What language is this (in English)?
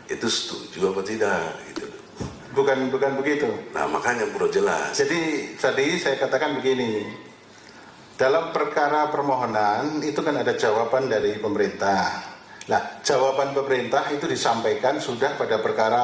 Indonesian